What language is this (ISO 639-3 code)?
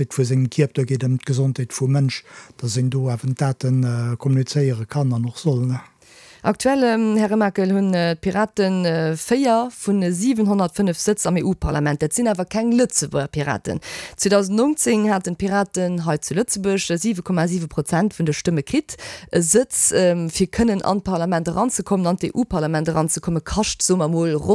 ltz